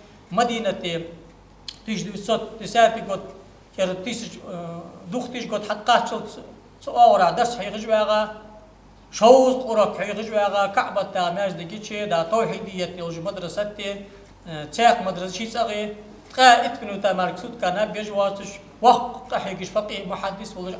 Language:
Ingush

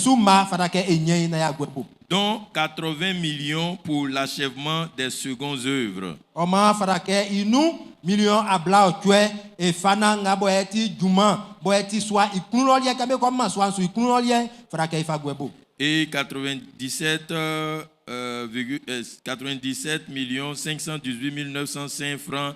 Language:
Baoulé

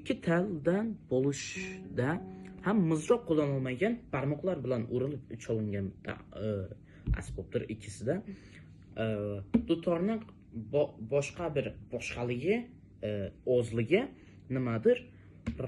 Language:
Uzbek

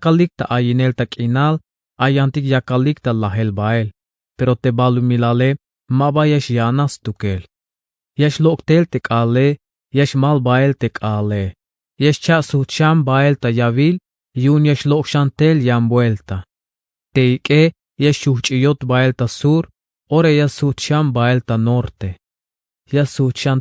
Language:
Tzeltal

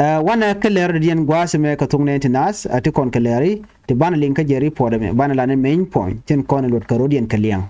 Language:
Nuer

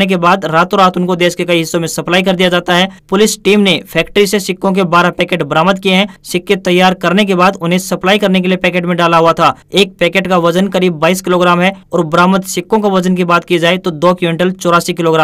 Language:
Hindi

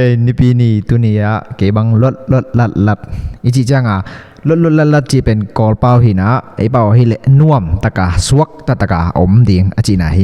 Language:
Tedim Chin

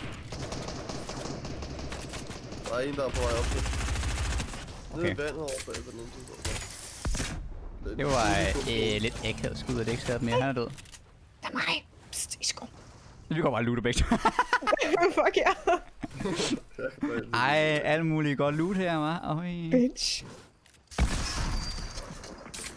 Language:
Danish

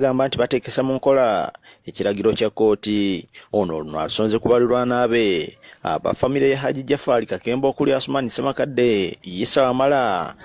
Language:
Ganda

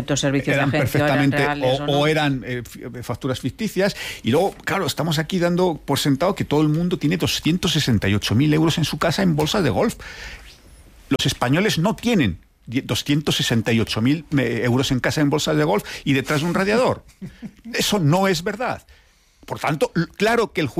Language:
Spanish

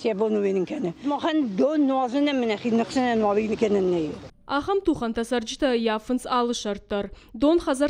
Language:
Ossetic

